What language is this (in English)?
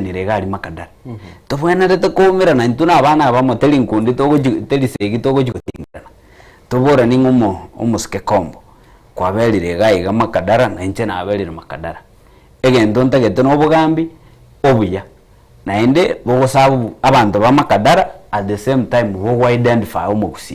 Gusii